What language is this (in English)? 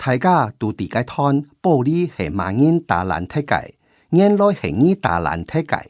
Hakka Chinese